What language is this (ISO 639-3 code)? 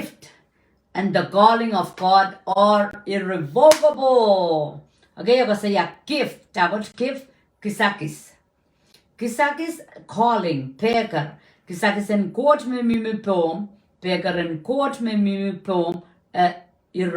pon